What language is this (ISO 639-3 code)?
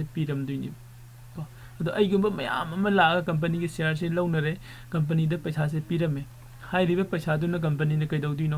mni